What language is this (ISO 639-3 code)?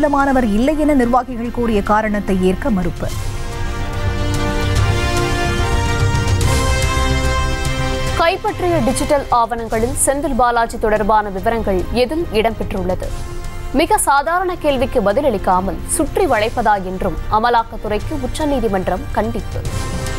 tam